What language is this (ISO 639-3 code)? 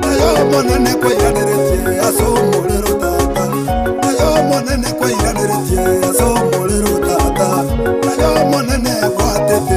guz